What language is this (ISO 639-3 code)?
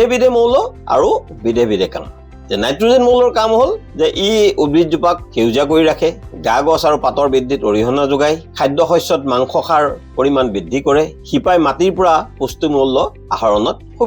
asm